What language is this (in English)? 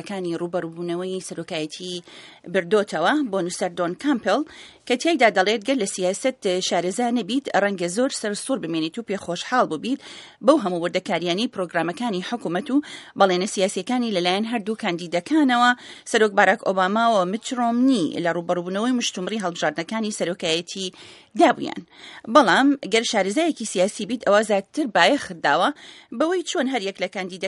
Central Kurdish